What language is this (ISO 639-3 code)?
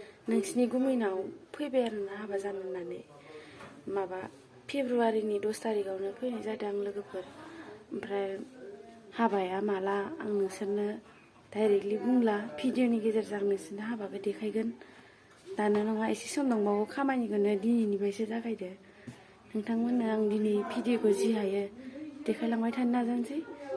brx